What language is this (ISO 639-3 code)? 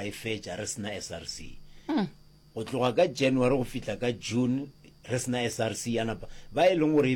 nso